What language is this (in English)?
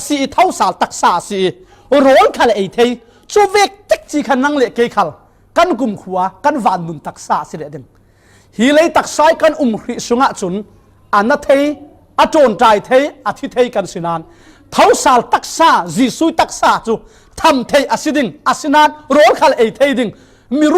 Falam Chin